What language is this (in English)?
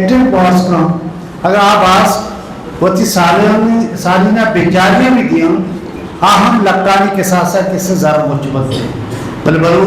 Eastern Balochi